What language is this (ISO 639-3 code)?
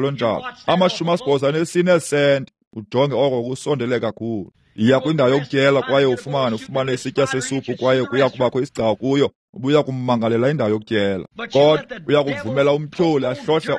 xho